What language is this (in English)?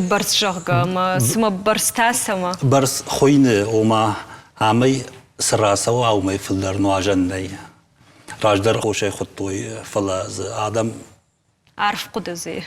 Ossetic